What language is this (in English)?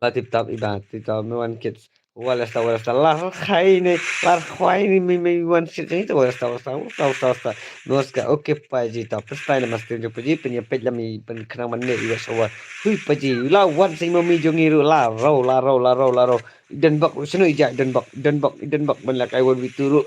Khasi